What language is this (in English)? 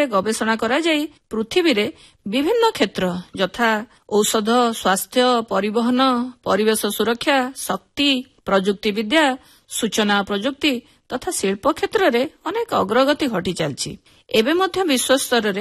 Odia